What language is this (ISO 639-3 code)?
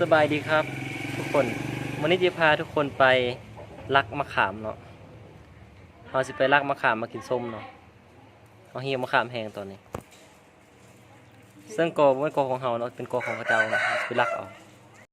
lao